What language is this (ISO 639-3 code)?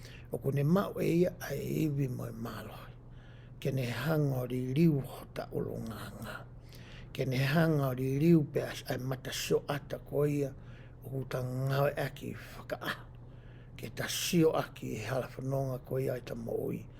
ton